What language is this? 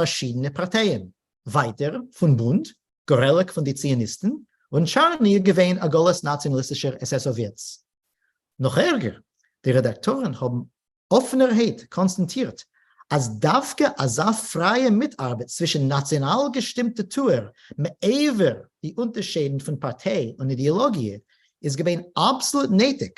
Yiddish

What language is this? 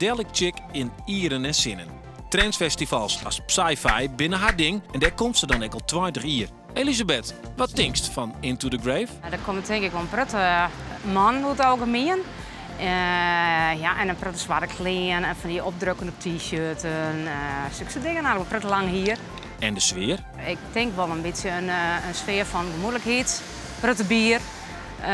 Western Frisian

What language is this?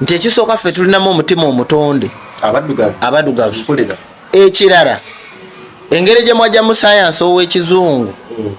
Ganda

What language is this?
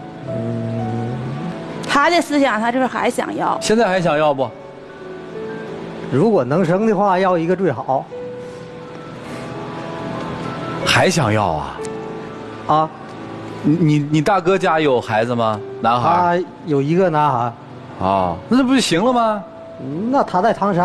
Chinese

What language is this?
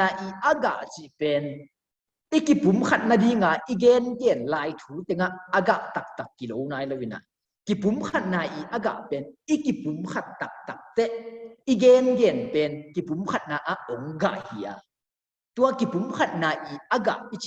Tedim Chin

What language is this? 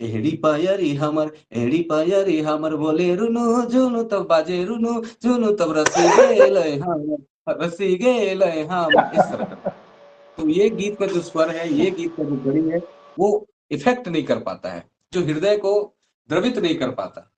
Sadri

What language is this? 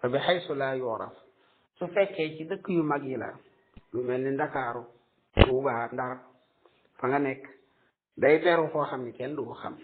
Wolof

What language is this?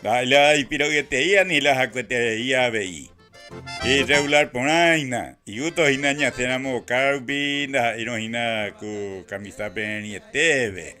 Guarani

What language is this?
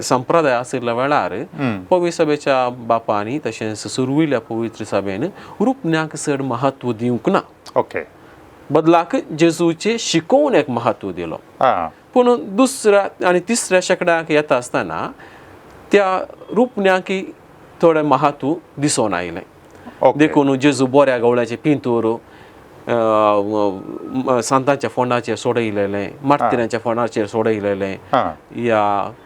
Konkani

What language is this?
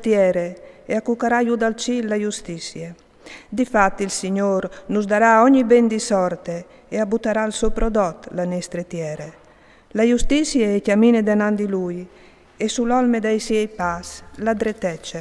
Friulian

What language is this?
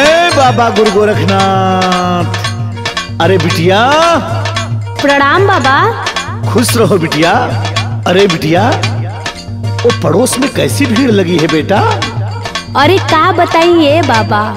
Bhojpuri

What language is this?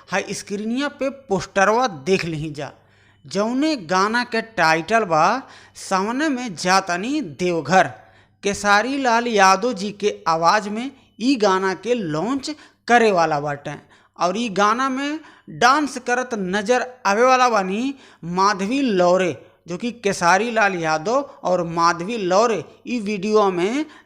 Bhojpuri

